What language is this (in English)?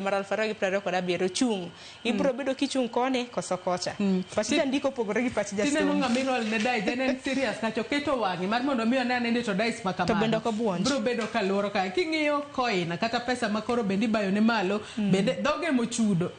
Luo (Kenya and Tanzania)